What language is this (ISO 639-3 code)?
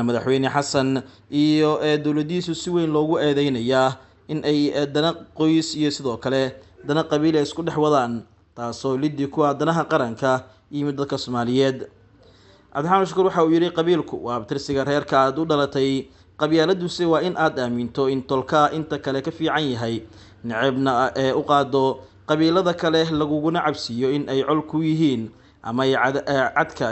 som